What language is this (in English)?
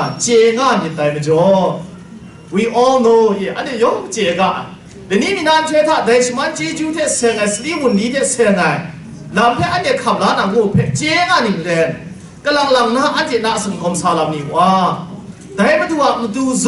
Kachin